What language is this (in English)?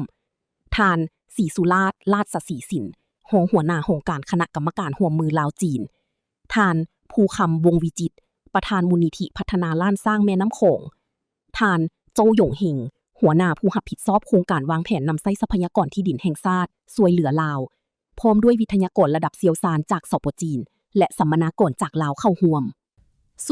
Lao